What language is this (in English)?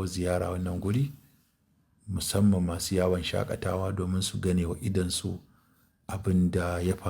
Hausa